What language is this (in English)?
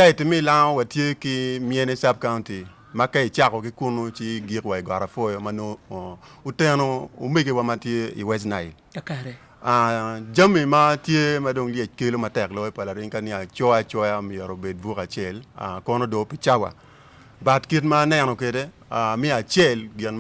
Acoli